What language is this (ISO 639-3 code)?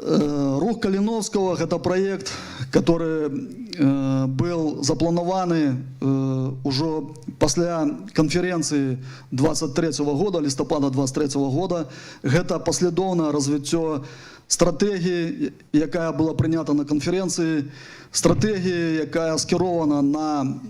bel